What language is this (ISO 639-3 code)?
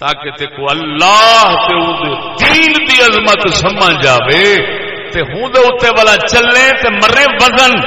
skr